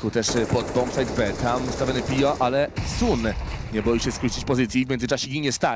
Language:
Polish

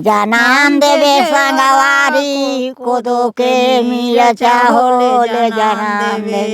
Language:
Chhattisgarhi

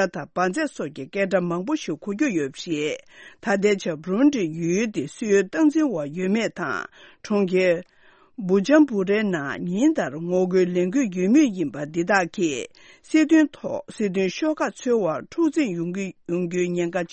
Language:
Tibetan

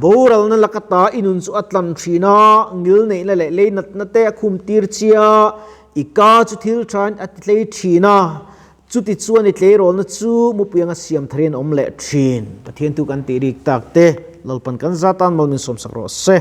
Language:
Mizo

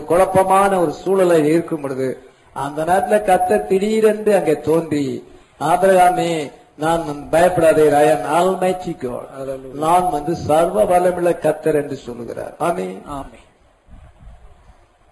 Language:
Tamil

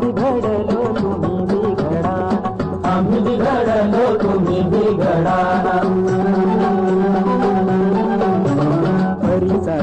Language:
Marathi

